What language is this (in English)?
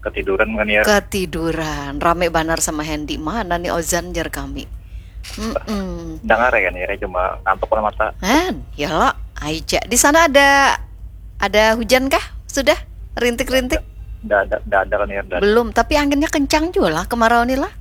Banjar